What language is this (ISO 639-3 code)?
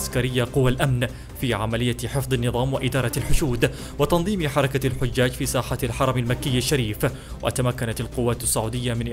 ara